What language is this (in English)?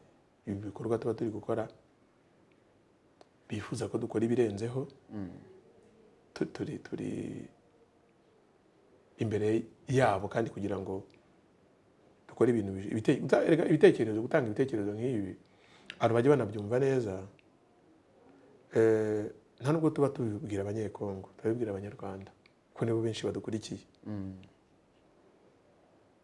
Kinyarwanda